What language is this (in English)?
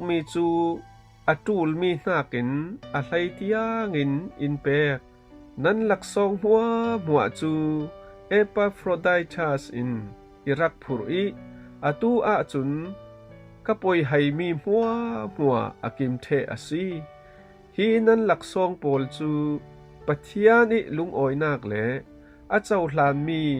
Falam Chin